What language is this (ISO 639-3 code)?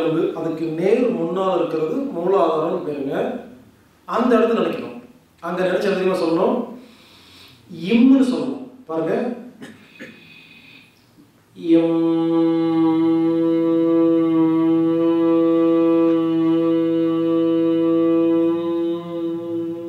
tam